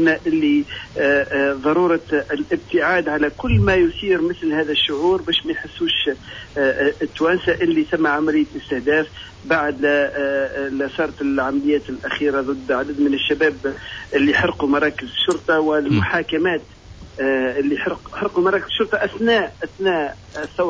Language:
Tunisian Arabic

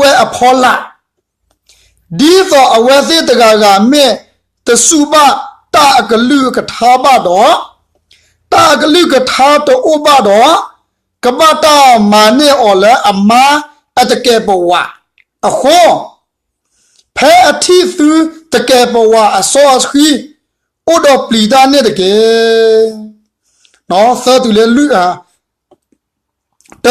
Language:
S'gaw Karen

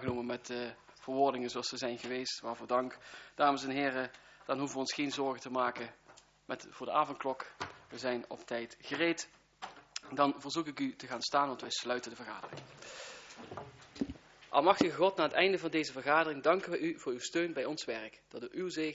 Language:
Dutch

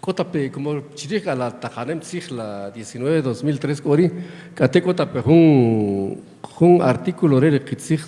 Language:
Kaqchikel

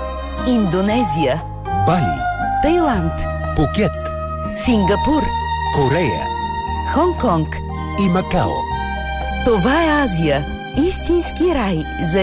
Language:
Bulgarian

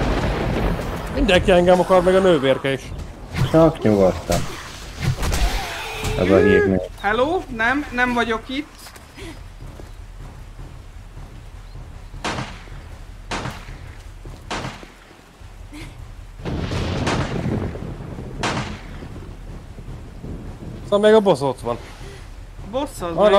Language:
Hungarian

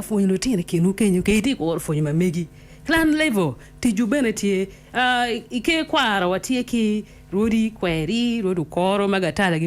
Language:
Acoli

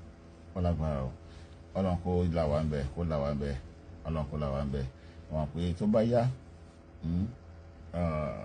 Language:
Yoruba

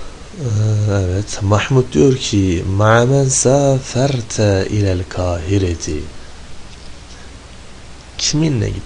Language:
Turkish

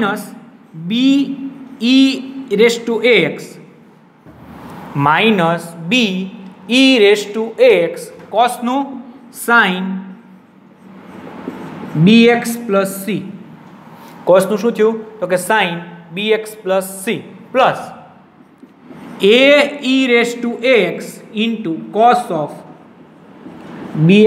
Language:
Gujarati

